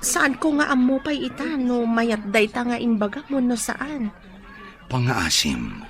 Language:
Iloko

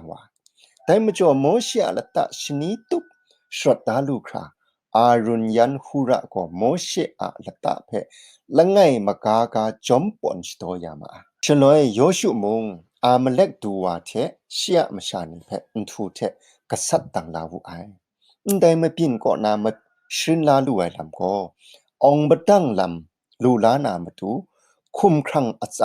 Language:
Kachin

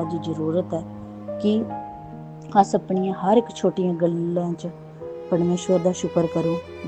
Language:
Dogri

